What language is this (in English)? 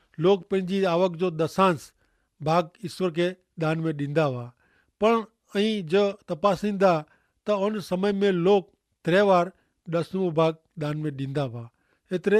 Kachhi